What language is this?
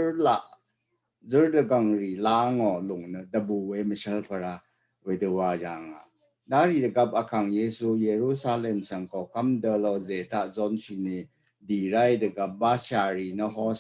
Rawang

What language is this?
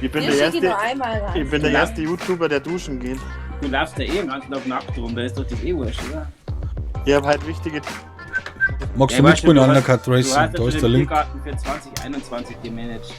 Bavarian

